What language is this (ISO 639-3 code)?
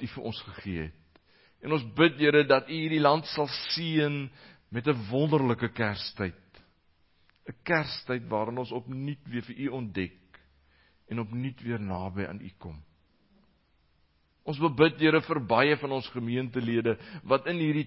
afr